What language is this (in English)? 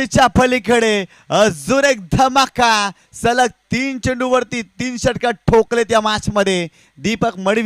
Marathi